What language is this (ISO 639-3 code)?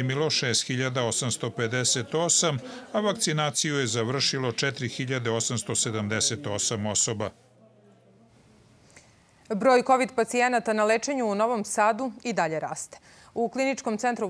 srp